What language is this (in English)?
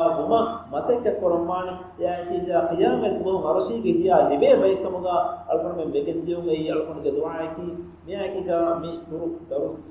Divehi